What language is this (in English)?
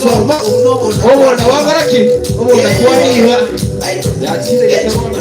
Gusii